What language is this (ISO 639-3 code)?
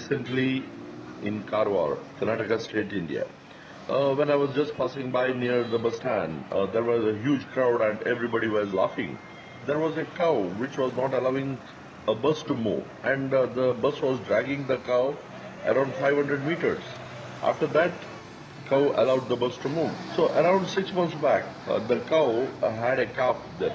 eng